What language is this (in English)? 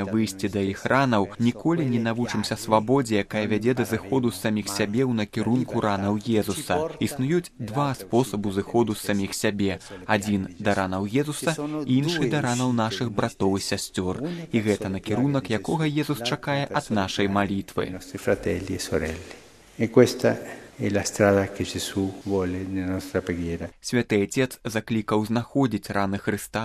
Belarusian